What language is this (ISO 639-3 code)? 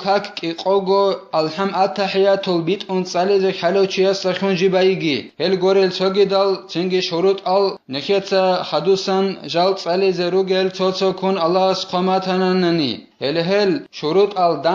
ava